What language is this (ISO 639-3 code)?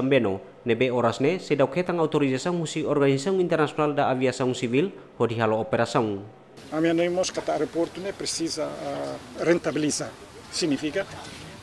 tet